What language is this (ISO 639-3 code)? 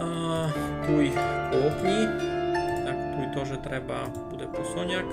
rue